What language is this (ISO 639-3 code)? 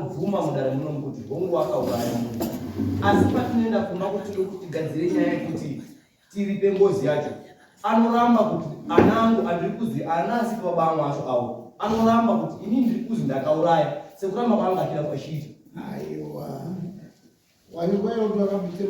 sna